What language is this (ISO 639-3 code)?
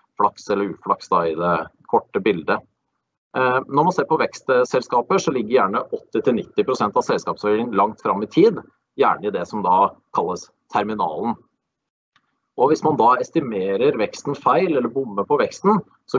nor